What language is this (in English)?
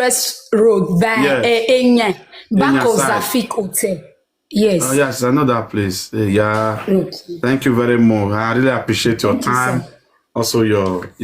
Nigerian Pidgin